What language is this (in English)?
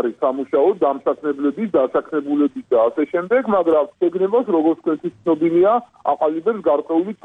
Georgian